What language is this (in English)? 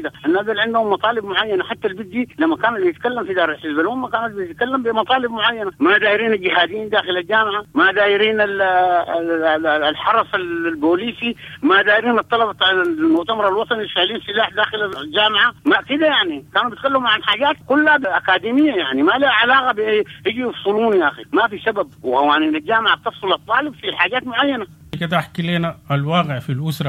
Sudanese Arabic